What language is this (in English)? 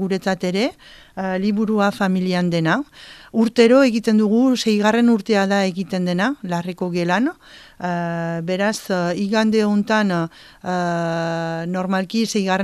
Basque